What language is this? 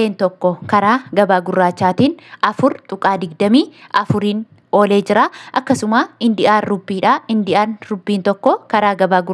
Oromo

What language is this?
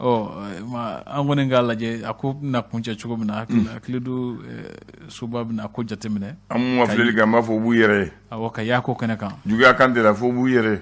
Bambara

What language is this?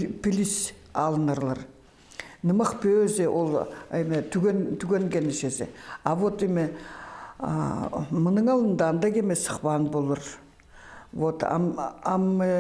Khakas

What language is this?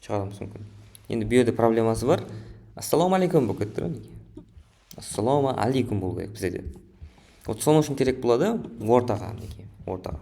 Kara-Kalpak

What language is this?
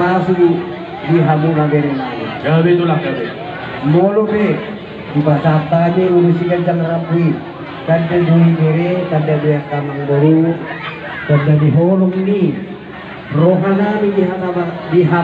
Batak Toba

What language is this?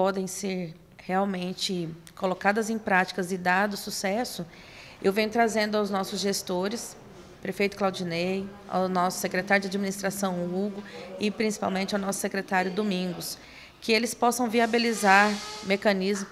Portuguese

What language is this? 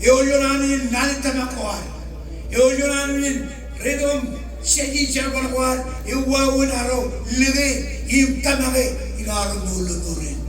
Marshallese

